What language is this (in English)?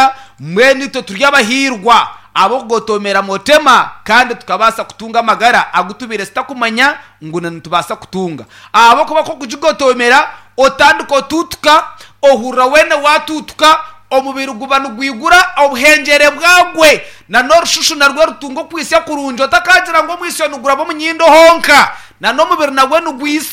Nyankole